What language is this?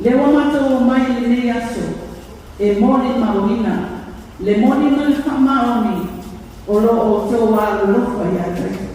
Samoan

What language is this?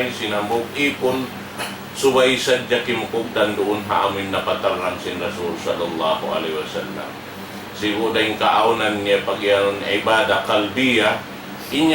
Tausug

